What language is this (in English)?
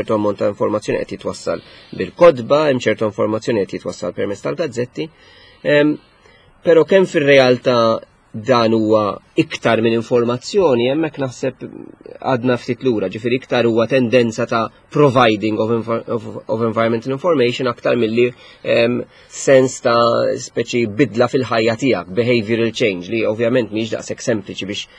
Maltese